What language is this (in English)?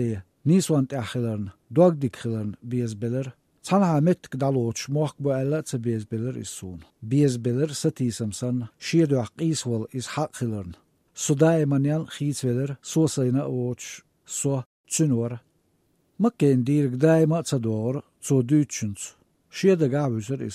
Chechen